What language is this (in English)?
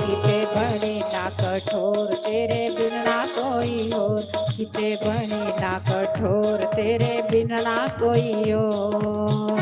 Dogri